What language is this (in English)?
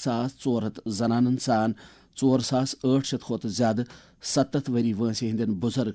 Kashmiri